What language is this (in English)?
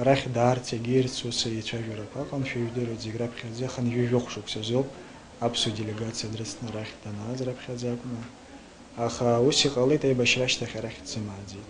Abkhazian